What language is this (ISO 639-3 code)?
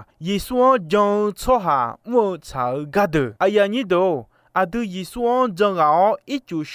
ahk